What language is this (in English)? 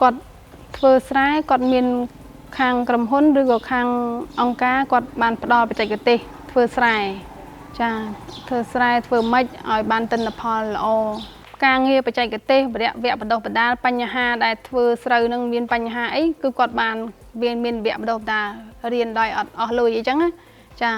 Khmer